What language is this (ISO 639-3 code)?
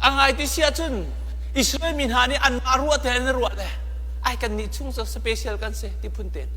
cnh